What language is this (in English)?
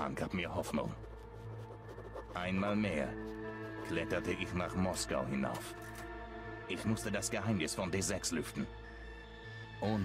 German